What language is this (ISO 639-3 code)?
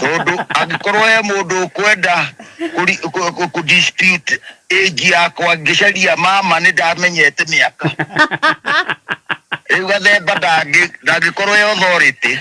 kik